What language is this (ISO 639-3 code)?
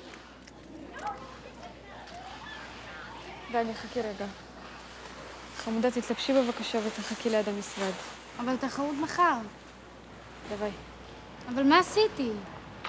heb